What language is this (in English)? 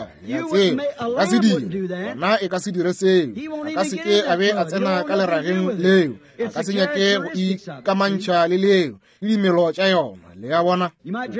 Northern Sotho